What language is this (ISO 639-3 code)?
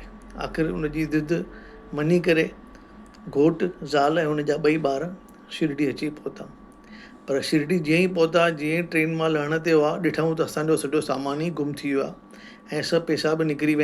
snd